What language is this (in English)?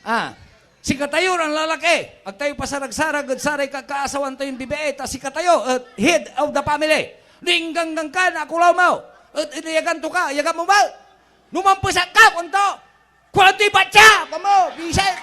Pangasinan